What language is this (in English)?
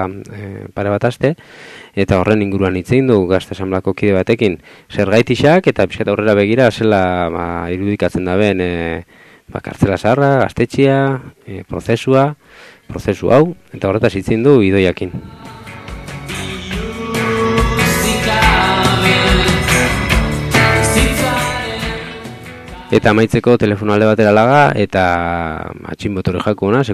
Basque